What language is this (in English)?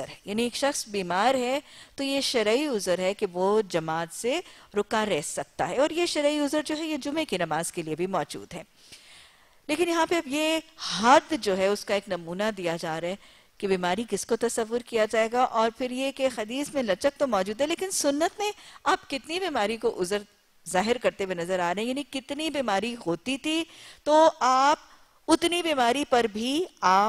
Urdu